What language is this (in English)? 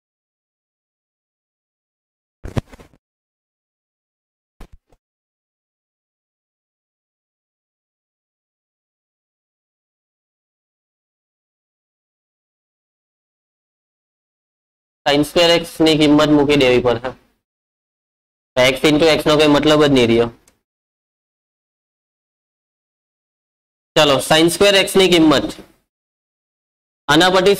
Gujarati